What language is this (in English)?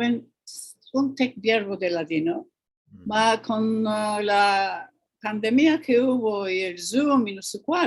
Ladino